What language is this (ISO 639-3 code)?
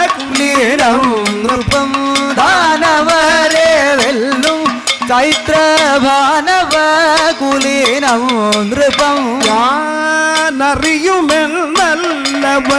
mal